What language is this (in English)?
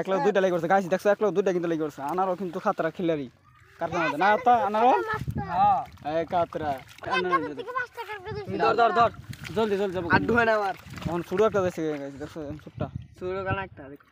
Assamese